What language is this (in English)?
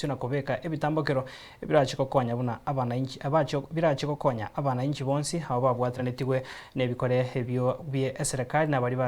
Gusii